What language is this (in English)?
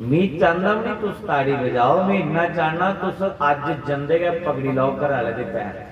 Dogri